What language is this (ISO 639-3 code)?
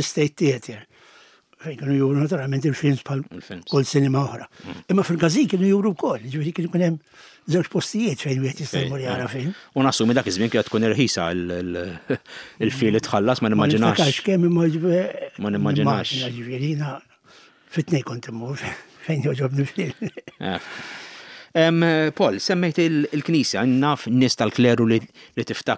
mlt